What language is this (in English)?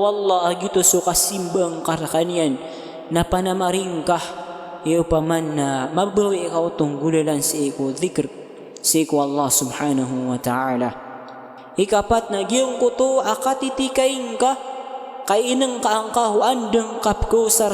Maranao